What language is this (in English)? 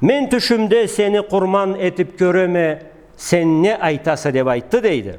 Karachay-Balkar